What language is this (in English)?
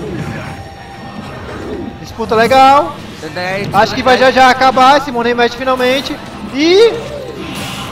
Portuguese